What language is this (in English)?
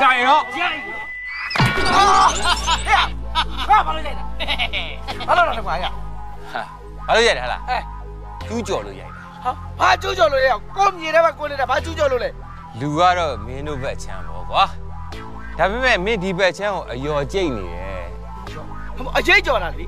Burmese